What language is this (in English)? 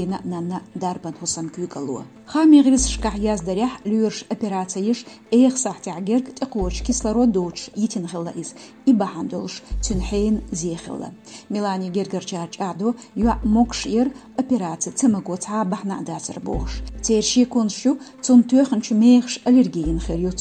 Chechen